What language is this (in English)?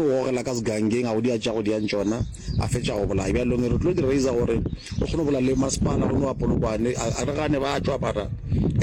Northern Sotho